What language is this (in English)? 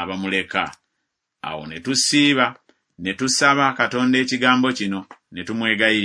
Ganda